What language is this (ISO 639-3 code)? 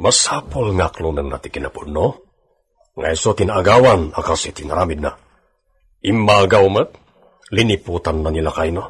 ilo